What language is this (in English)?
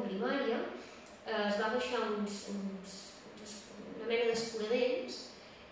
Catalan